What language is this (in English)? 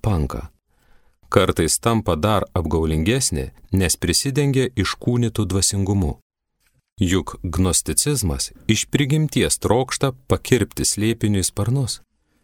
Lithuanian